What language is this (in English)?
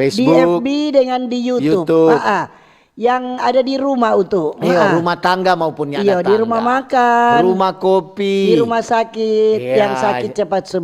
Manado Malay